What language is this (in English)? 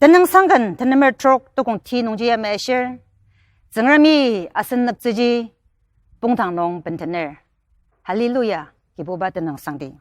Ao Naga